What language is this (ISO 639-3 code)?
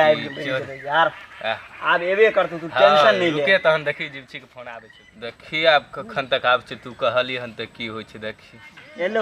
mai